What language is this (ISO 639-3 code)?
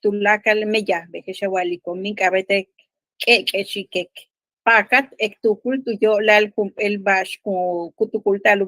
yua